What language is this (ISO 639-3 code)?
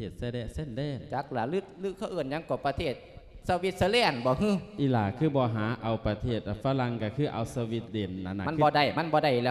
lao